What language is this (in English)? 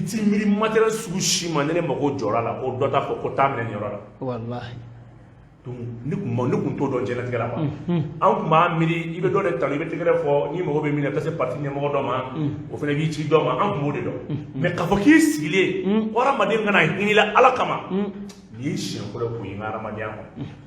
Bambara